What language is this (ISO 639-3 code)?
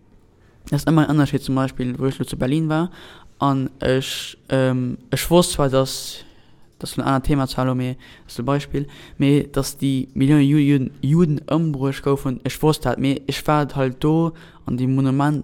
ltz